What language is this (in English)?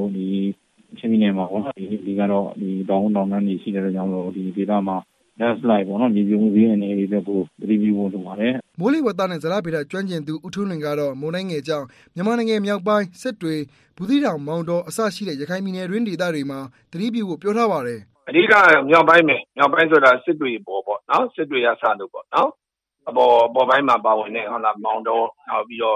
Burmese